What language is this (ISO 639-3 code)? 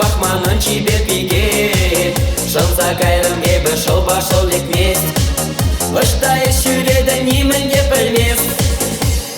chv